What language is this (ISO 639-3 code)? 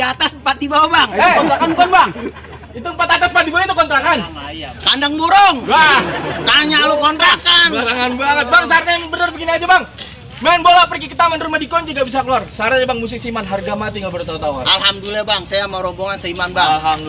bew